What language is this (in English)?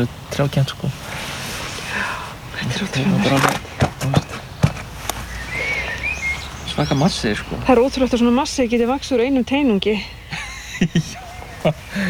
Icelandic